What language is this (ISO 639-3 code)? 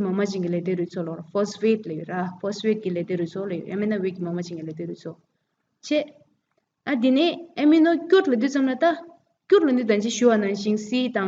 bod